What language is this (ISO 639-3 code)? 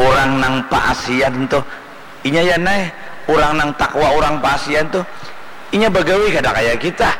bjn